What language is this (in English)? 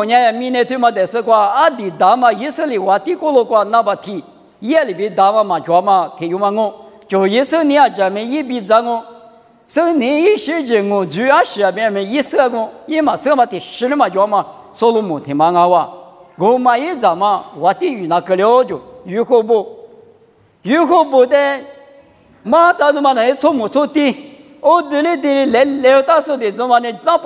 Lisu